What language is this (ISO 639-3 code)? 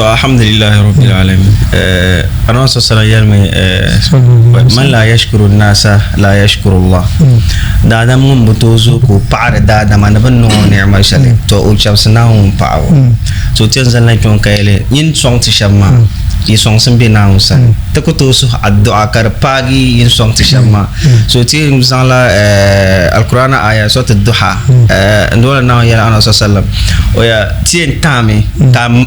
dag